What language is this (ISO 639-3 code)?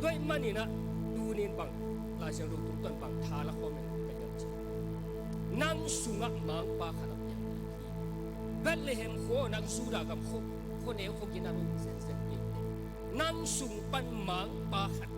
ctd